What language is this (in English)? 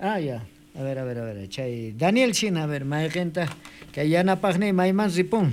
South Bolivian Quechua